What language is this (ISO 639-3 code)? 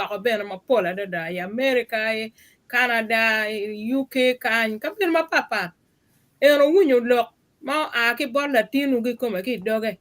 ach